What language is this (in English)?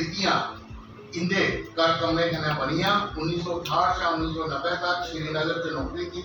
Dogri